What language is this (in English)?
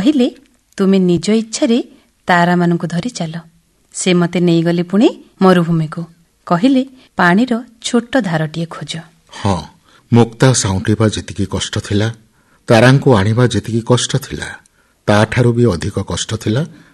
Odia